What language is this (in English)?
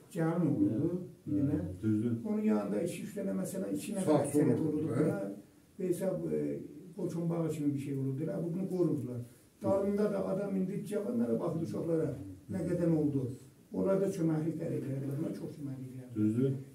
South Azerbaijani